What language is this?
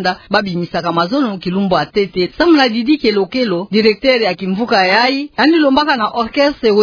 Kituba (Democratic Republic of Congo)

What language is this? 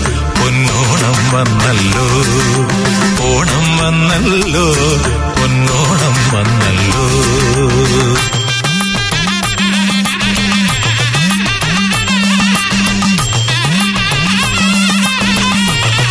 Malayalam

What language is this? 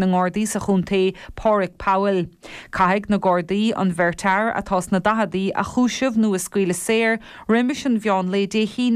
Irish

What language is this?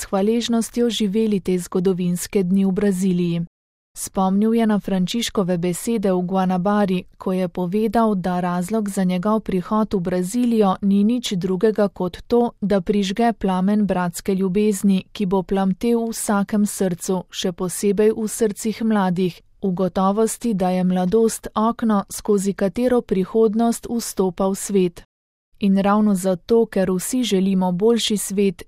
Slovenian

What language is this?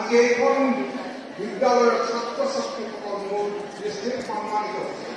Assamese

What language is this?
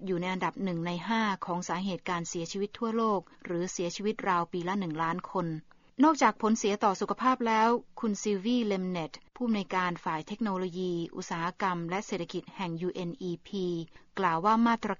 Thai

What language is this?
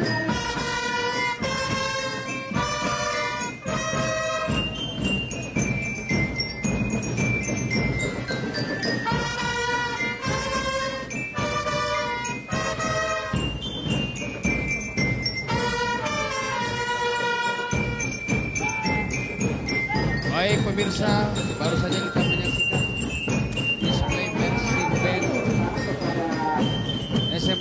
Indonesian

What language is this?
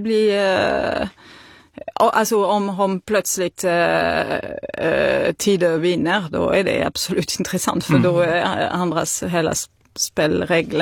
Swedish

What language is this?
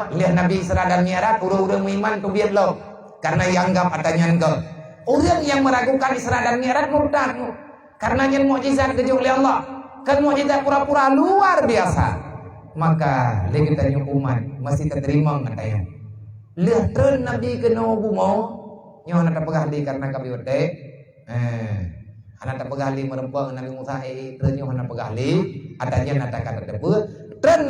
Achinese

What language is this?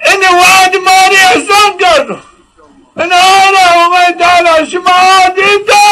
Zaza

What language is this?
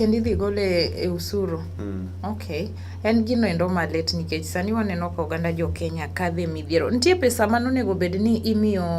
Luo (Kenya and Tanzania)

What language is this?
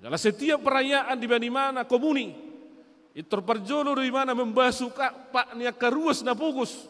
Batak Toba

